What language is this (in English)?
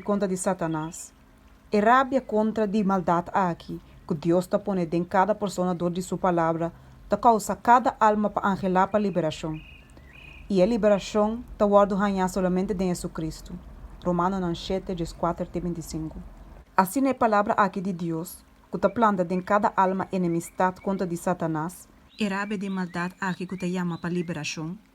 Papiamento